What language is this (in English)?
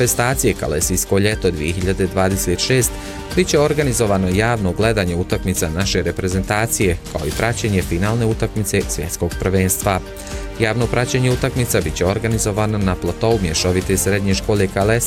Bosnian